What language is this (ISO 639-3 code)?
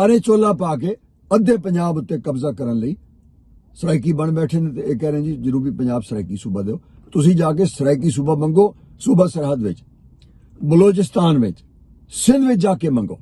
lah